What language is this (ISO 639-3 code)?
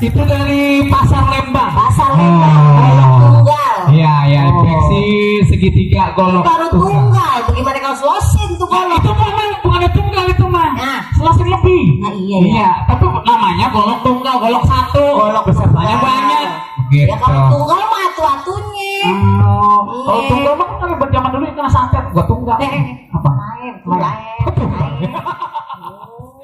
bew